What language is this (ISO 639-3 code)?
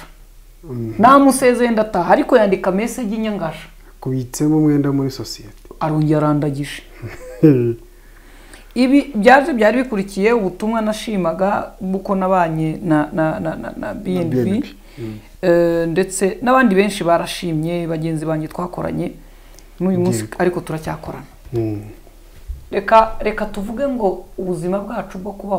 kin